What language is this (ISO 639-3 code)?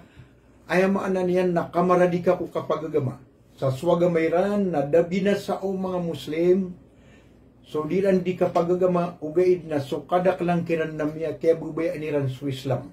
mrw